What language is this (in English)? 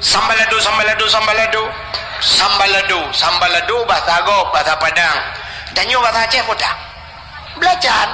Achinese